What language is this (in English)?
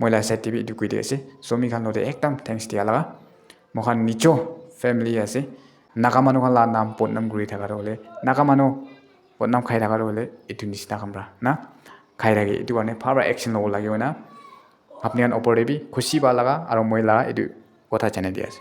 Naga Pidgin